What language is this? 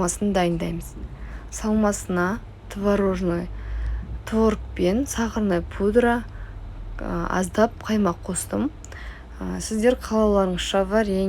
Kazakh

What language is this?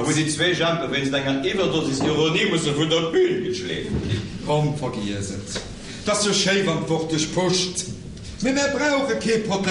Luxembourgish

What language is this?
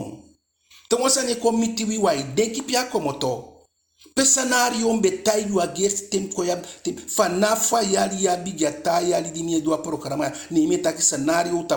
Eastern Maroon Creole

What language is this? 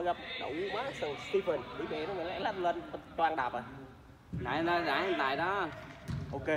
Vietnamese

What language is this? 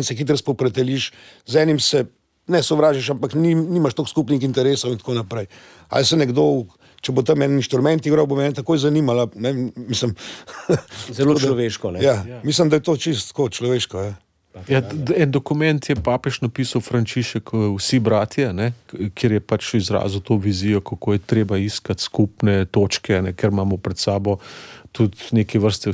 Slovenian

